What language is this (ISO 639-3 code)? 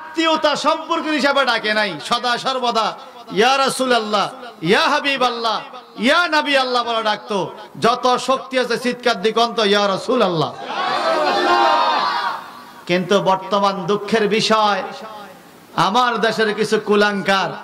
ben